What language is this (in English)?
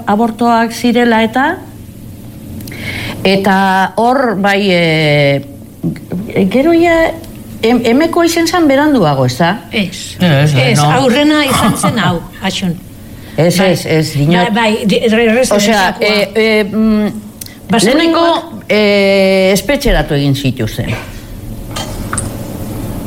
Basque